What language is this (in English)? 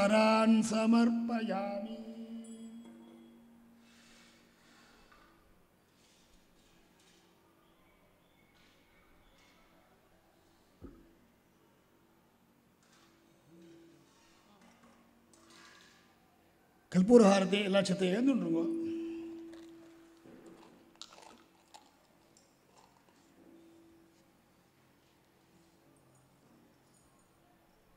Tamil